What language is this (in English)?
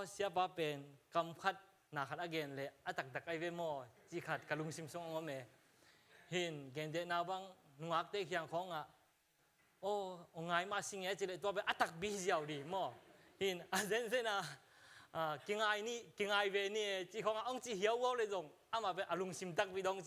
Tedim Chin